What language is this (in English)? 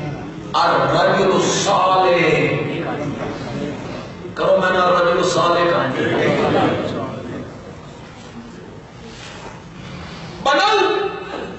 Urdu